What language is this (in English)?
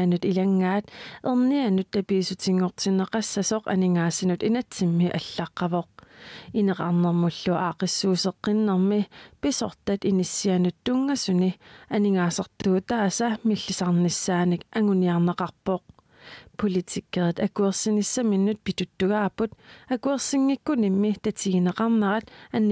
Kalaallisut